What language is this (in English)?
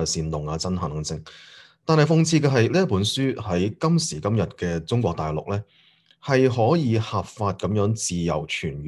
Cantonese